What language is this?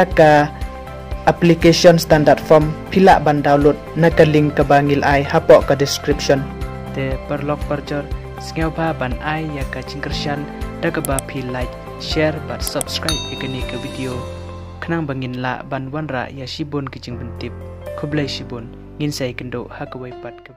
Khasi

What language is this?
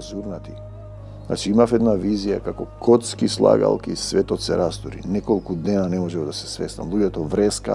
Macedonian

